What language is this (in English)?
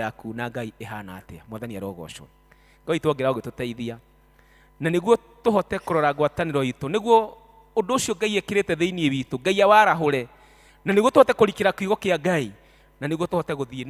Kikuyu